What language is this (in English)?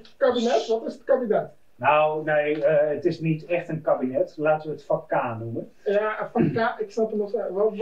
Dutch